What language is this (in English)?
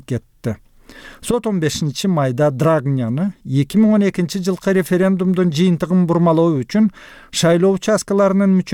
Kyrgyz